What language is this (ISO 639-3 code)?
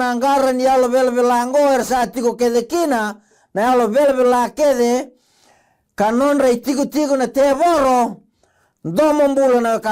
fij